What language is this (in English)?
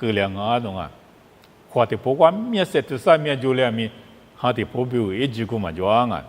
Lisu